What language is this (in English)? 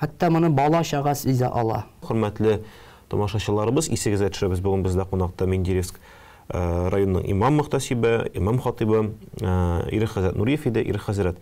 Tatar